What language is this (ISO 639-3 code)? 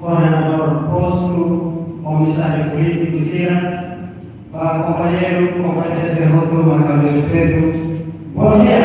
tet